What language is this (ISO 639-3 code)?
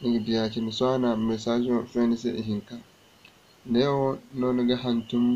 dje